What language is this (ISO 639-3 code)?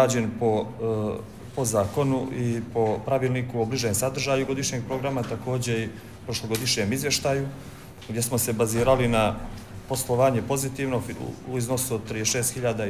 bos